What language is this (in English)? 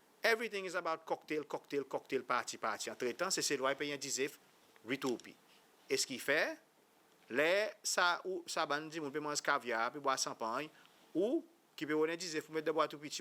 Seselwa Creole French